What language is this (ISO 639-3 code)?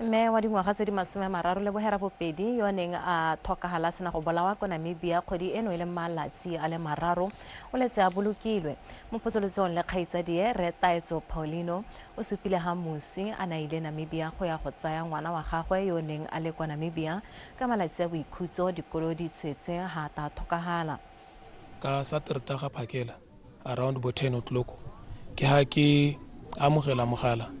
tsn